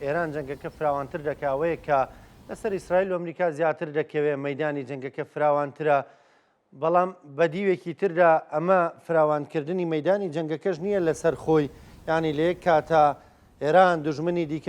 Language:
Central Kurdish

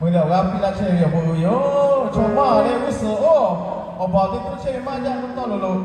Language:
Lahu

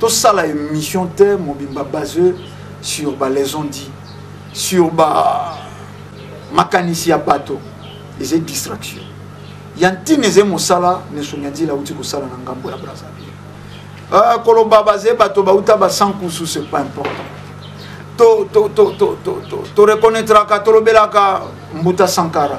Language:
Lingala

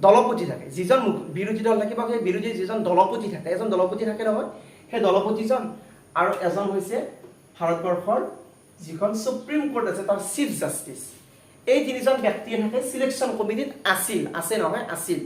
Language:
Assamese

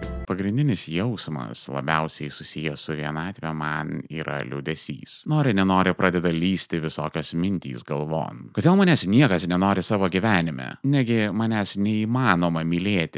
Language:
Lithuanian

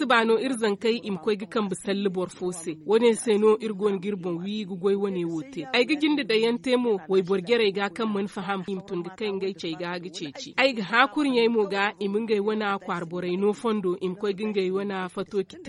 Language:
Zarma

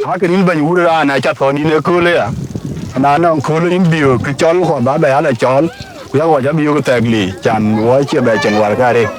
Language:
Dinka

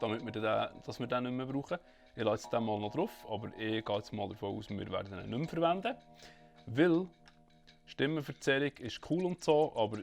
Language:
Swiss German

